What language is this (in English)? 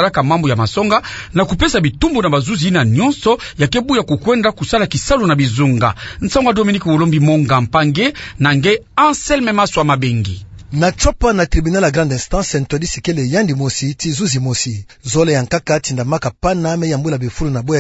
Kituba (Democratic Republic of Congo)